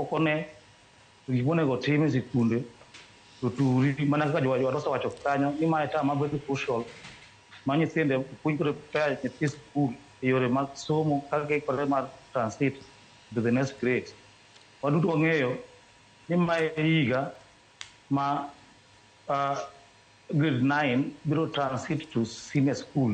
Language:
Luo (Kenya and Tanzania)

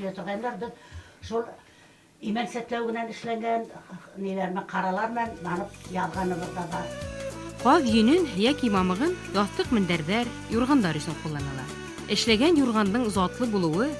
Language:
Bashkir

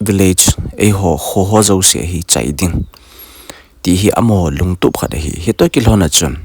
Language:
Thado Chin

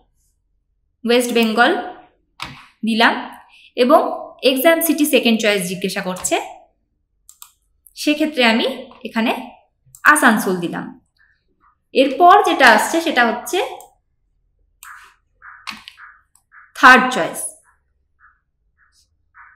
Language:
Bangla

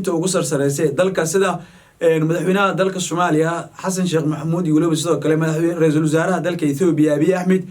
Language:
Somali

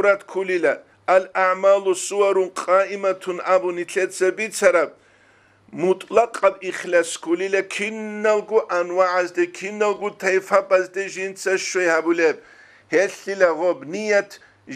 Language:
Avaric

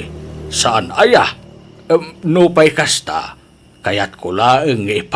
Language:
Iloko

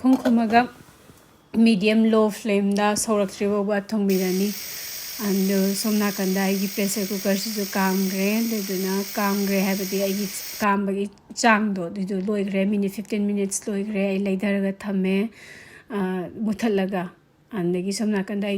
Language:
Manipuri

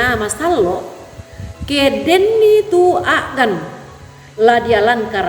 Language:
Toraja-Sa'dan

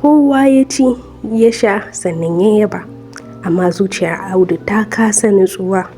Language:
Hausa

